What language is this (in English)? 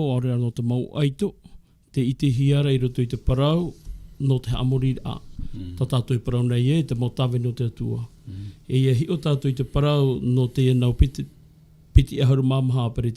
Tahitian